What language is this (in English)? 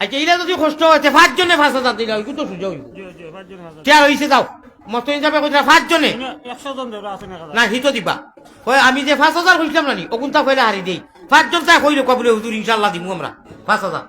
Sylheti